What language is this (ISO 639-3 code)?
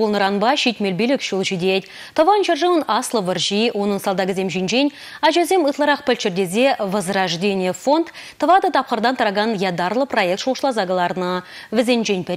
chv